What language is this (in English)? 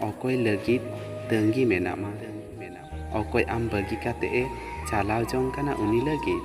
Santali